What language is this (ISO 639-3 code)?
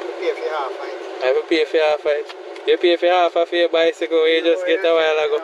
jam